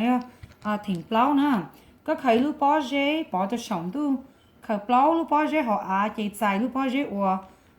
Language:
Hmong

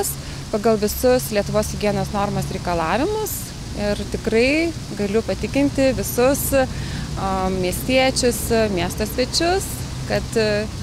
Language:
Lithuanian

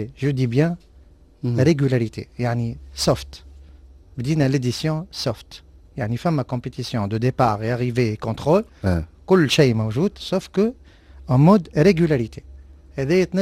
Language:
Tunisian Arabic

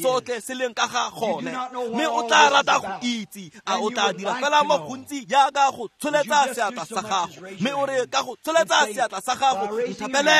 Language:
Tswana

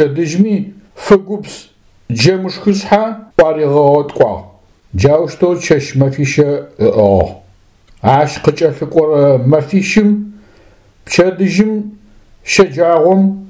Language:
Adyghe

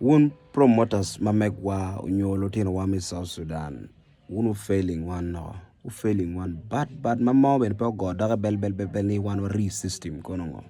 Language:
Acoli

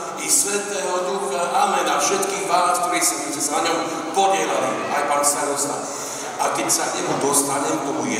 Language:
Slovak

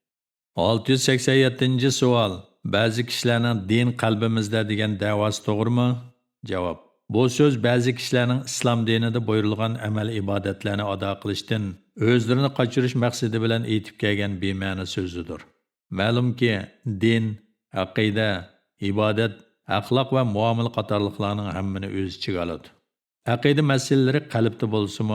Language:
Uyghur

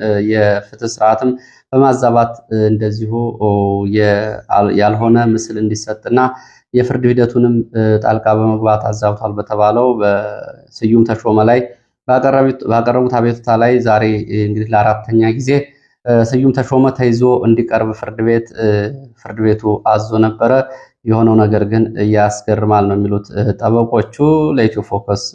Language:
Amharic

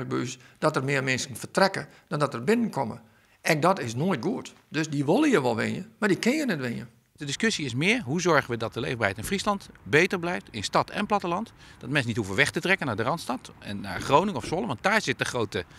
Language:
Western Frisian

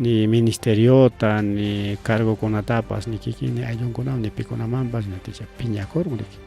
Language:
Ayacucho Quechua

